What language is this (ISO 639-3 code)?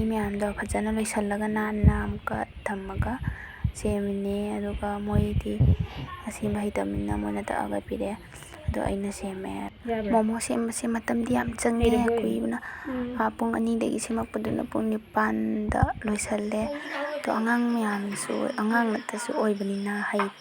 mni